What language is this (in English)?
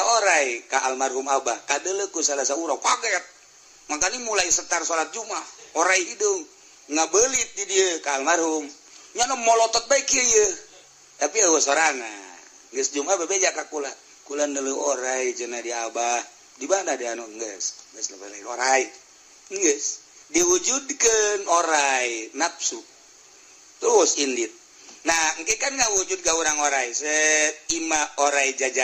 Sundanese